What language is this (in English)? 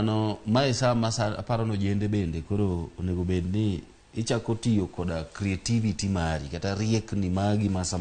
Luo (Kenya and Tanzania)